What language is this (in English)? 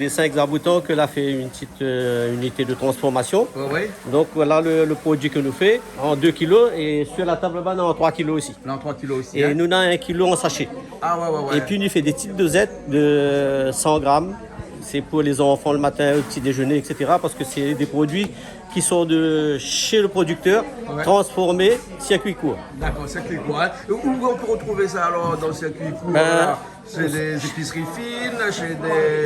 Réunion Creole French